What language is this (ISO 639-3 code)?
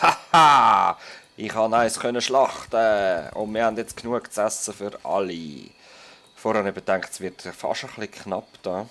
gsw